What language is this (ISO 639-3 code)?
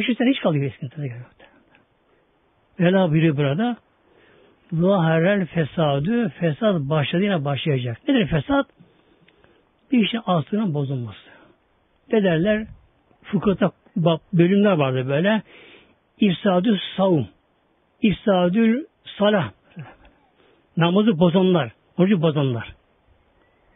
tur